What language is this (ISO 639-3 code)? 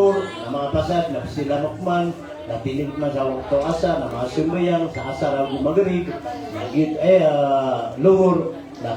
mrw